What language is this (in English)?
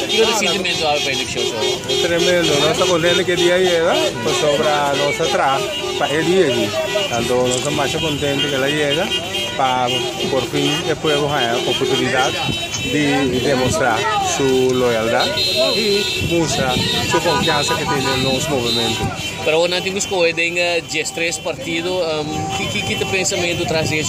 Papiamento